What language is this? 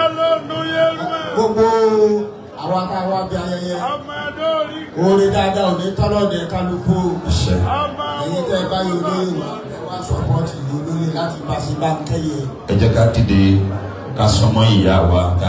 Yoruba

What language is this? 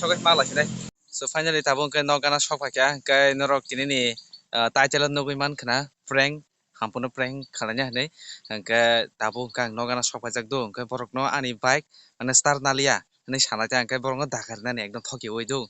Kok Borok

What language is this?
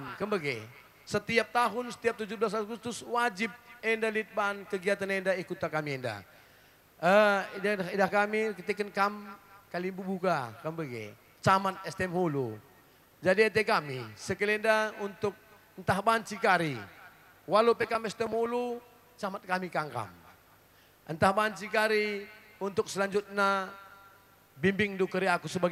Batak Karo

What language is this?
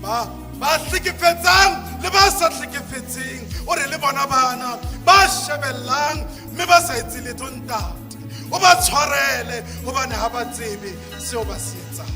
Southern Sotho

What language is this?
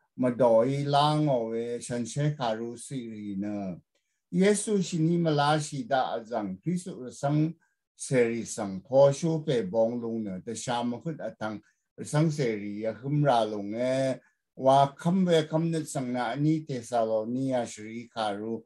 Rawang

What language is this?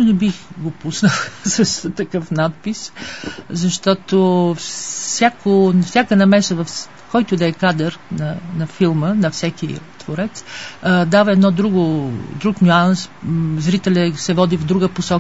Bulgarian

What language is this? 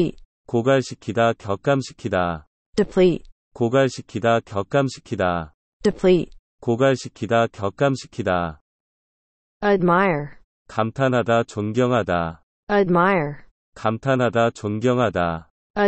Korean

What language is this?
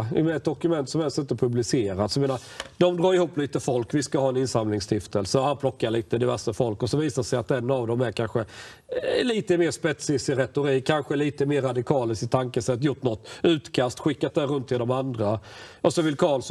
Swedish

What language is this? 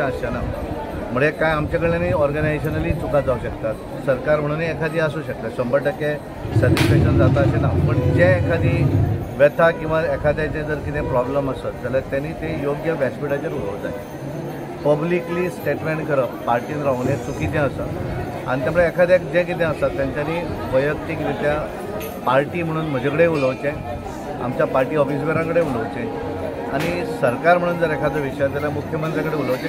Konkani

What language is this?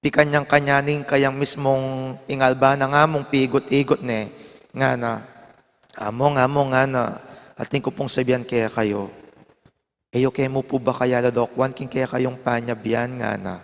Pampanga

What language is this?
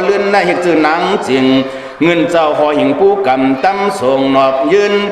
Shan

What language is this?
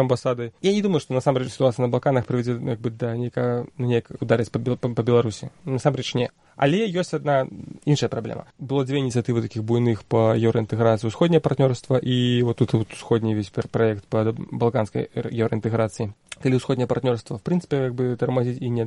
Belarusian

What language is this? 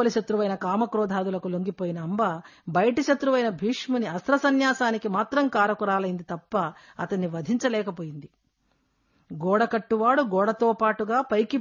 Telugu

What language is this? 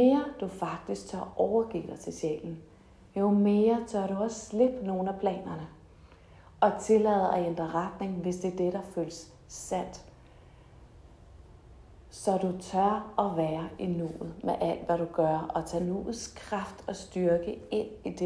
Danish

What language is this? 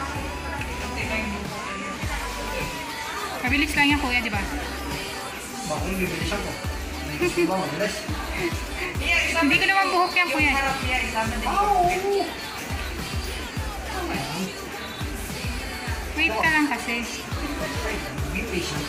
Filipino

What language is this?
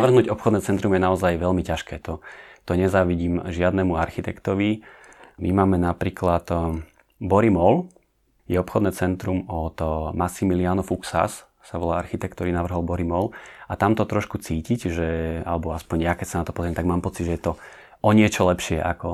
Slovak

